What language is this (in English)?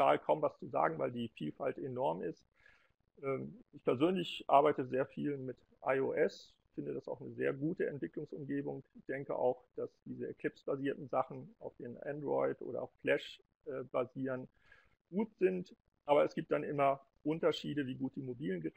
German